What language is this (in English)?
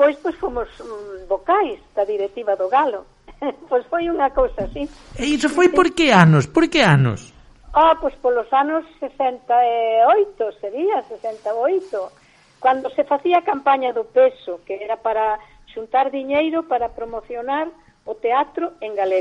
Galician